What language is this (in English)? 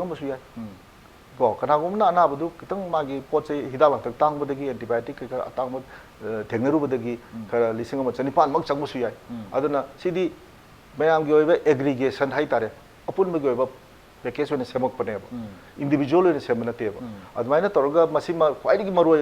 Manipuri